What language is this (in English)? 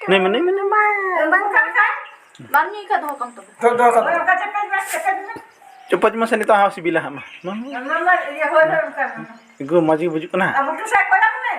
Santali